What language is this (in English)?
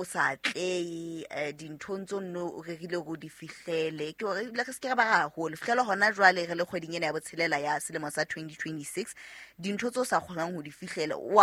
Southern Sotho